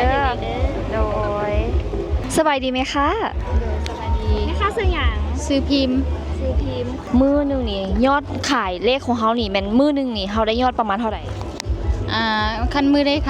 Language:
Lao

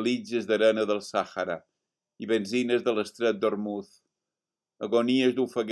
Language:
Catalan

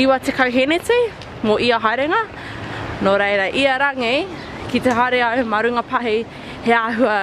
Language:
Māori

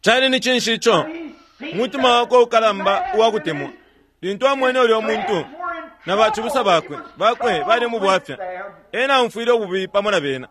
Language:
Bemba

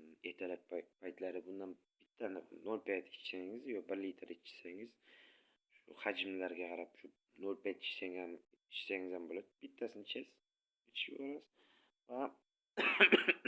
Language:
Uzbek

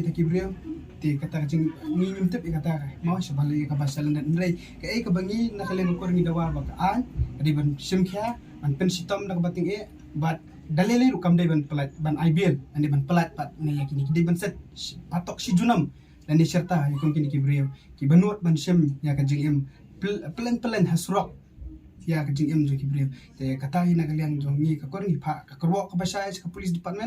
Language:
Khasi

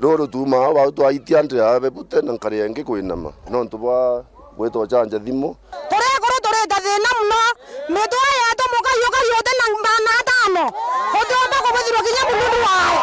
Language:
Meru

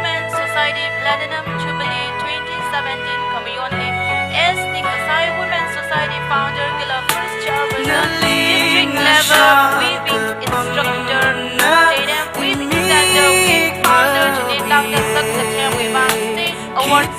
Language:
Tangkhul Naga (India)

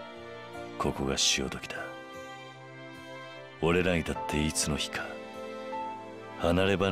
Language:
Japanese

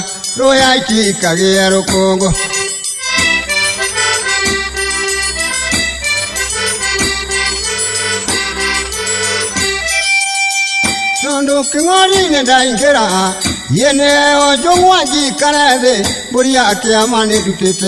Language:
Kikuyu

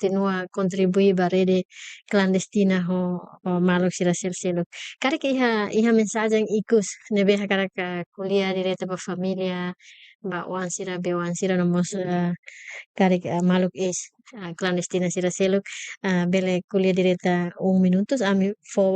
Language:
Tetum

